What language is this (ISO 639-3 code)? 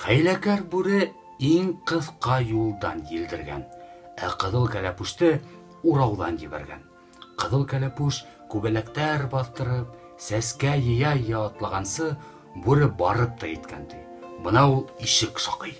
bak